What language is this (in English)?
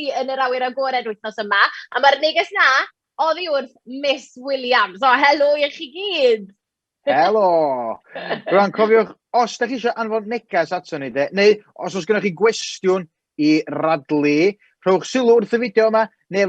Welsh